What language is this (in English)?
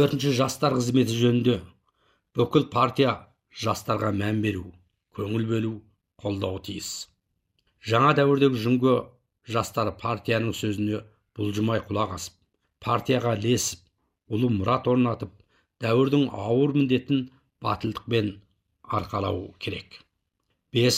Kazakh